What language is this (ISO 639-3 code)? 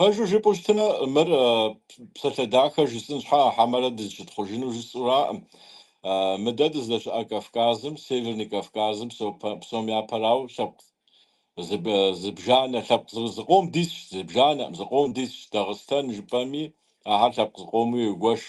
kbd